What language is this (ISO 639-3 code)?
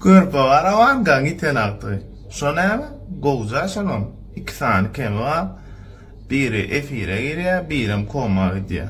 tuk